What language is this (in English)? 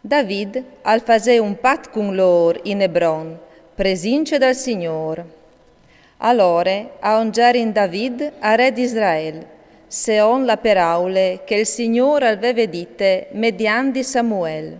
Friulian